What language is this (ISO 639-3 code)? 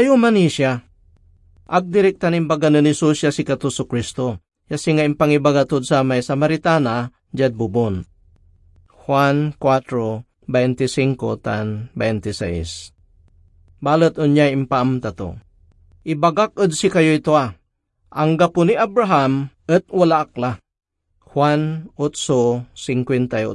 pag